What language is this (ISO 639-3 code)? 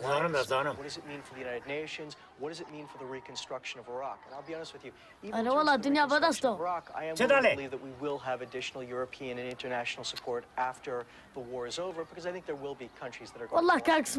kur